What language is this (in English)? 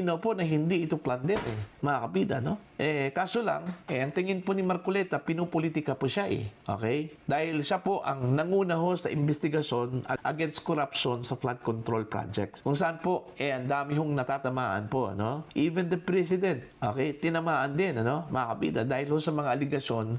Filipino